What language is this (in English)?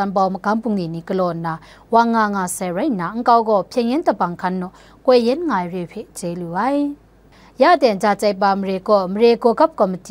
Kachin